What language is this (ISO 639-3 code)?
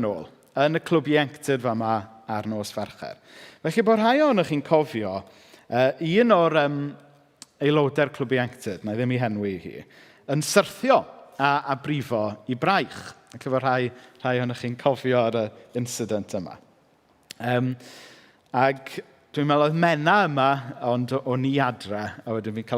cym